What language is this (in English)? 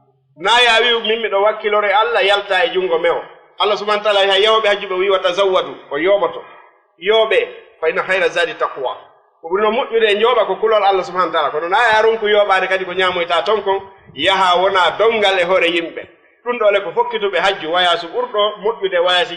Fula